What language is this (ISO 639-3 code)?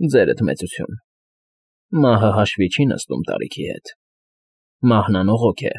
hye